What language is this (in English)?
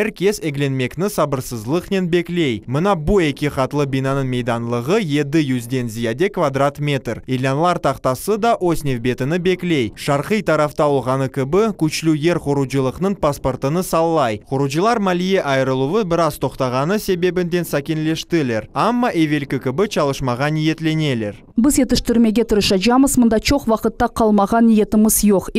Crimean Tatar